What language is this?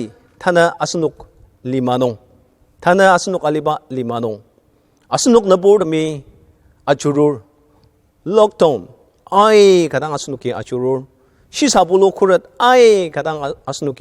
Ao Naga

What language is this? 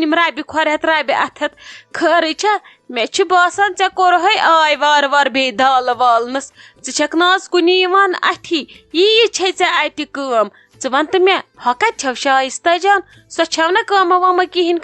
Kashmiri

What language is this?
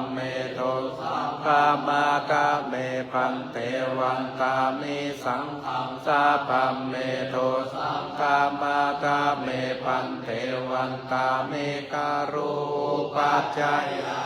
Pali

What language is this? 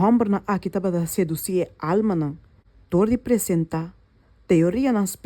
Papiamento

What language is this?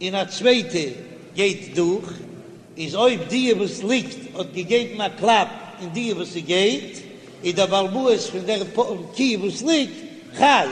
Yiddish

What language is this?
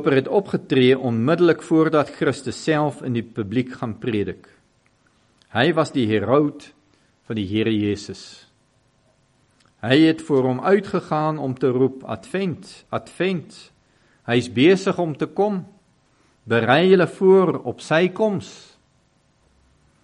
Afrikaans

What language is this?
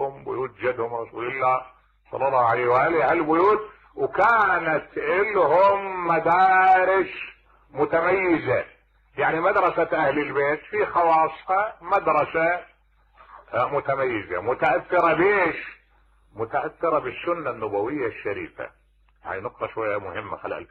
Mesopotamian Arabic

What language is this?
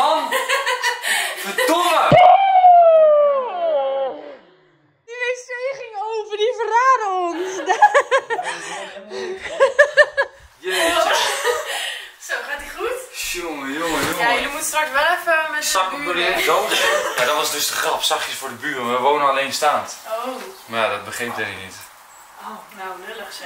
Dutch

